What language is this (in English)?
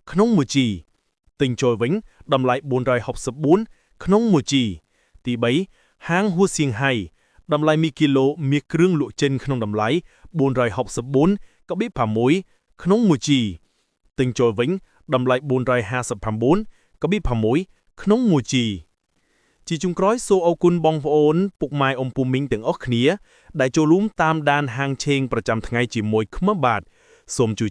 Khmer